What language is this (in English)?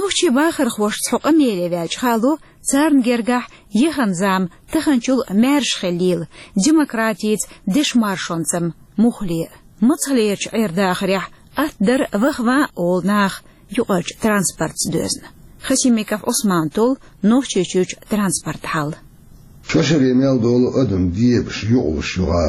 Chechen